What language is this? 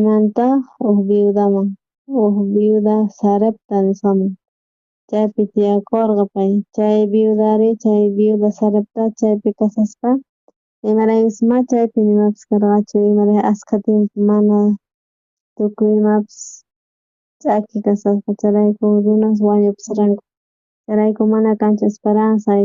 South Bolivian Quechua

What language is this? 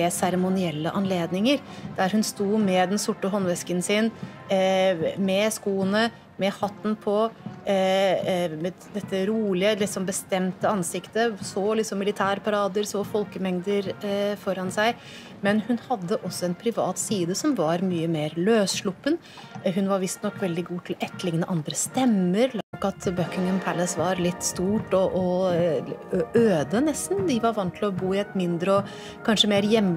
Norwegian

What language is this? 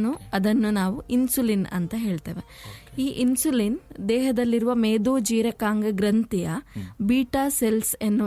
Kannada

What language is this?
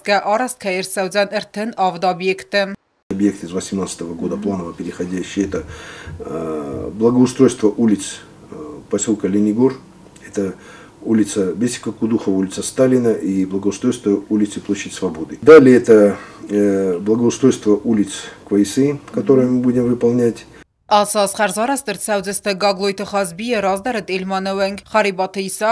Ossetic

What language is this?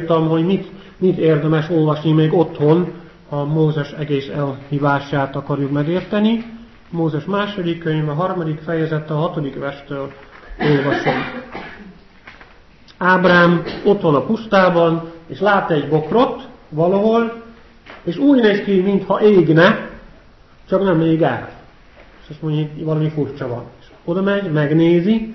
Hungarian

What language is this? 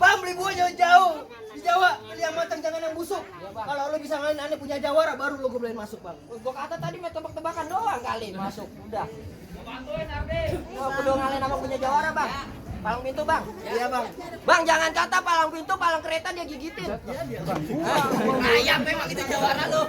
Betawi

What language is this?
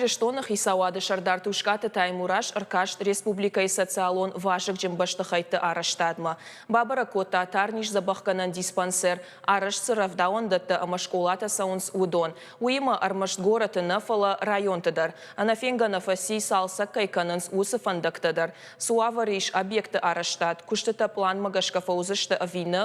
Ossetic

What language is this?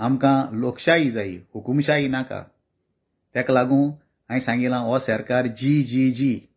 Konkani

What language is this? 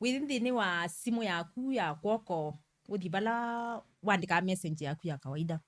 Kamba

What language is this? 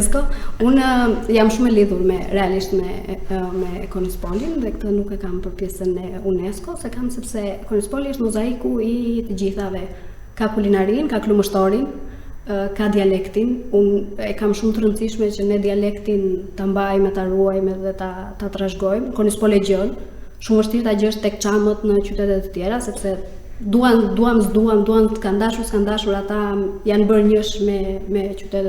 Albanian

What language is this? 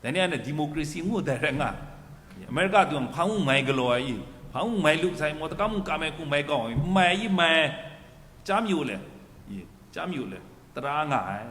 Kachin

